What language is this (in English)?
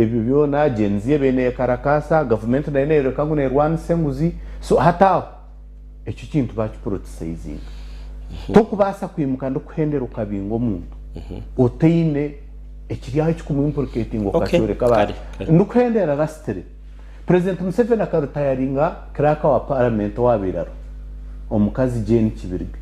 Nyankole